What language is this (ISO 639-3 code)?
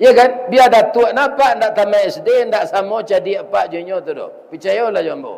min